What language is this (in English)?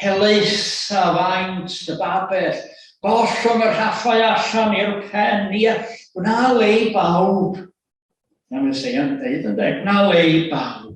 Welsh